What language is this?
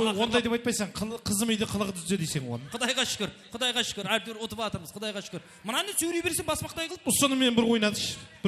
Kara-Kalpak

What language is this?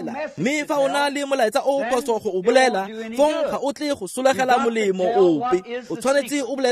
Tswana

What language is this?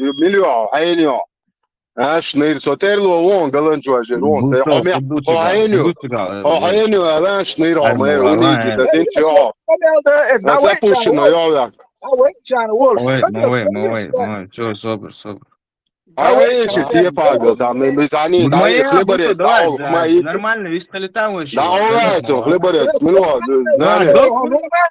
Chechen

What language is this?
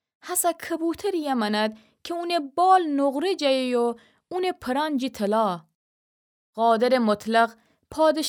Gilaki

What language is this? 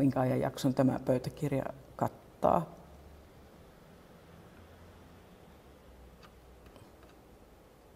Finnish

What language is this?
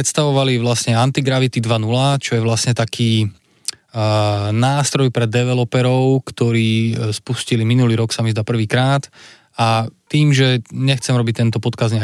Slovak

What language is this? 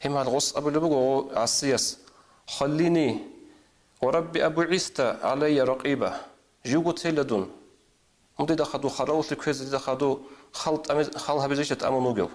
Avaric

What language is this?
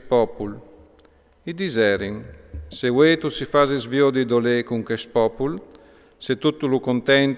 Friulian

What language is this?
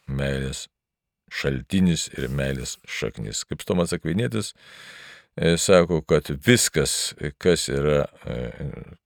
Lithuanian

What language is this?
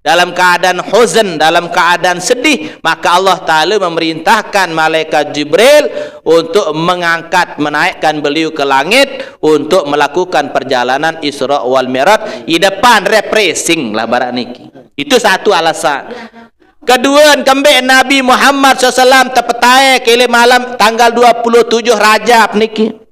Sasak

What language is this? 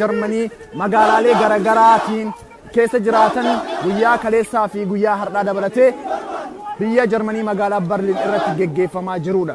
Oromo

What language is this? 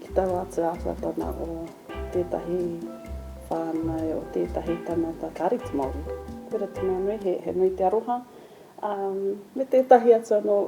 Māori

